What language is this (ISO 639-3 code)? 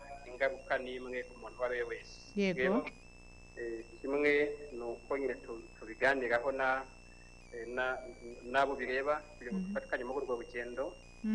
kin